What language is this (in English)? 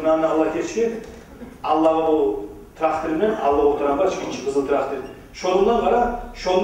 Kumyk